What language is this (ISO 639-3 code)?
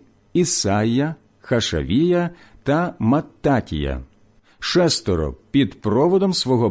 ukr